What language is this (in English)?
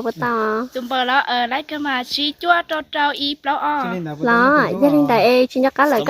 Hmong